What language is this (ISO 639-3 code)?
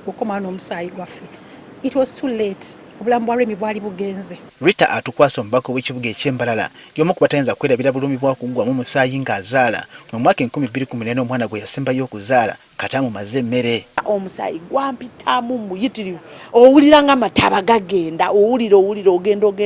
lug